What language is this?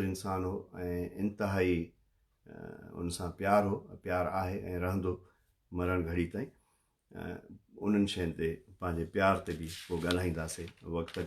Sindhi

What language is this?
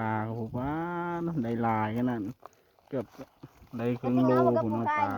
Northeastern Thai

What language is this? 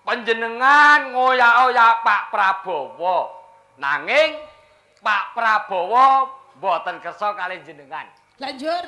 Javanese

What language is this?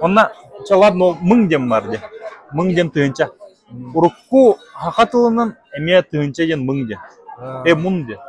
Yakut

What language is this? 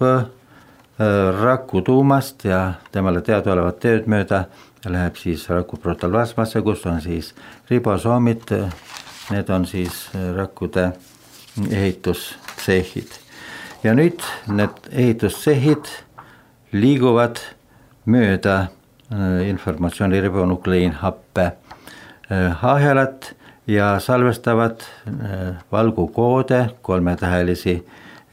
Estonian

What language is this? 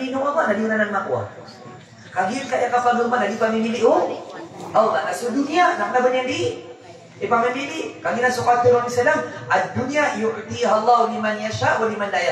Maranao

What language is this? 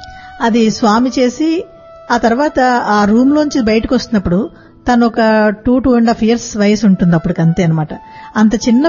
Telugu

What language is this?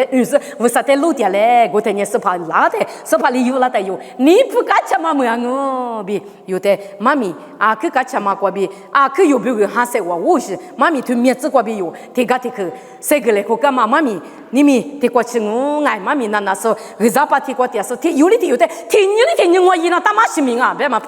Lisu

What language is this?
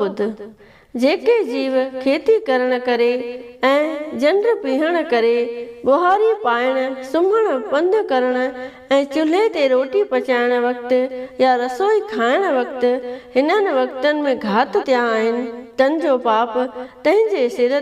Sindhi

